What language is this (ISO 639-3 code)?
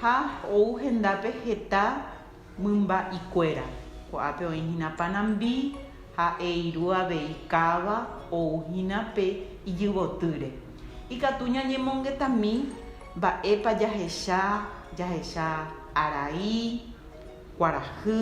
grn